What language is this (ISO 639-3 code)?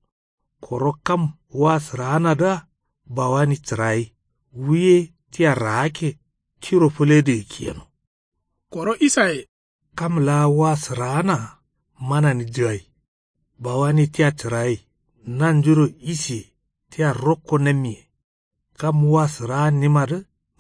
kau